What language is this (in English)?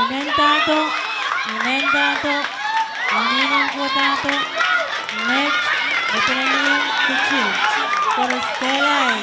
Pohnpeian